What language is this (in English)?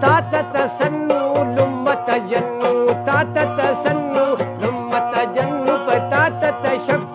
Brahui